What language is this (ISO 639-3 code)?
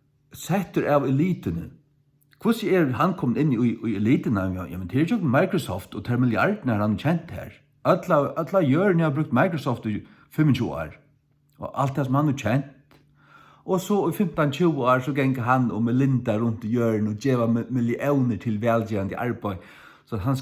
fao